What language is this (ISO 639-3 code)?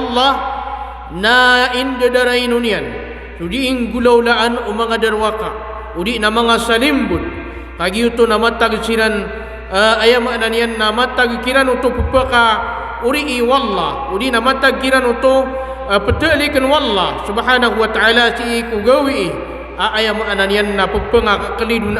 mrw